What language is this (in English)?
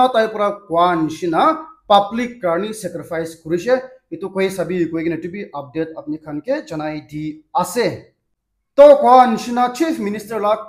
Naga Pidgin